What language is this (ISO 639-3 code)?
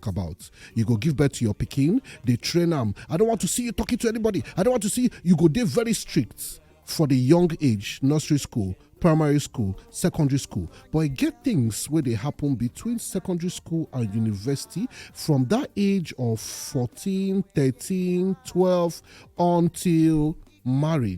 pcm